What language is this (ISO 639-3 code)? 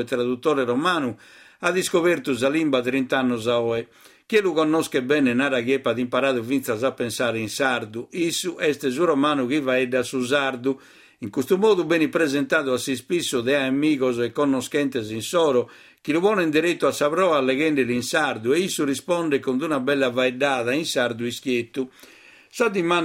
srd